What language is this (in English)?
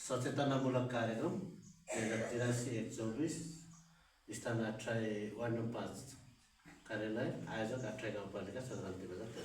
Nepali